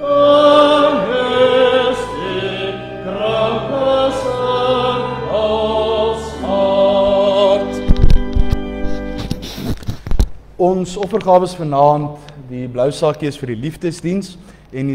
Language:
Afrikaans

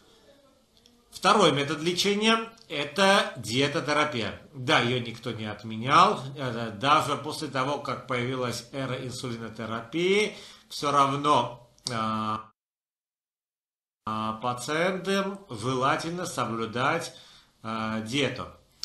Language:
Russian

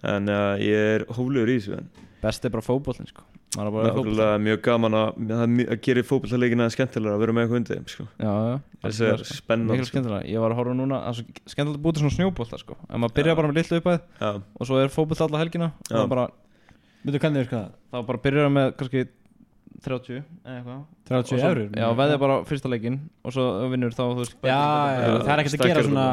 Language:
Icelandic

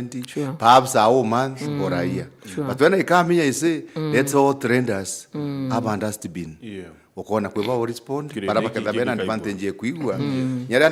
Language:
Meru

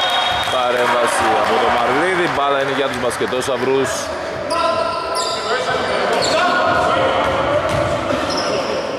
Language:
Greek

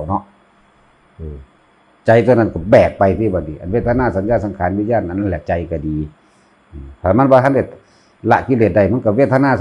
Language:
Lao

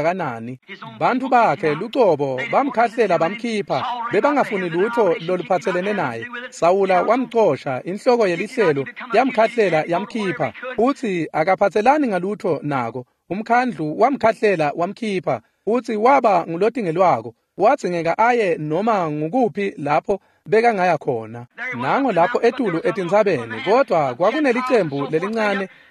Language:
Swati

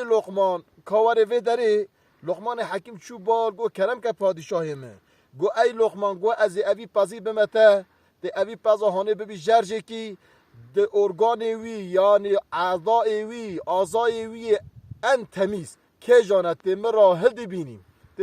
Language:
Kurdish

